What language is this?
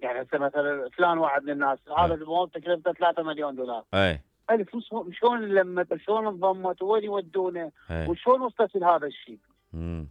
Mesopotamian Arabic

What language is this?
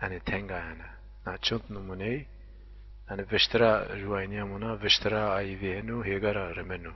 Zaza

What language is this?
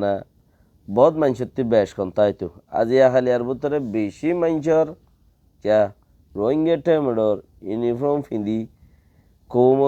Rohingya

